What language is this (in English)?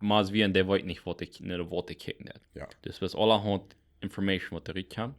Plautdietsch